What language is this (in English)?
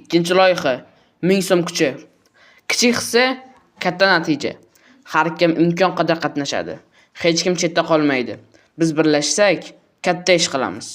Uzbek